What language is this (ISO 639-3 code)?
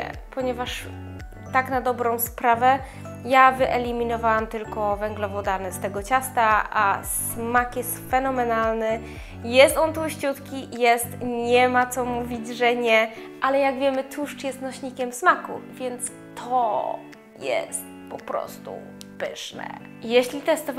pol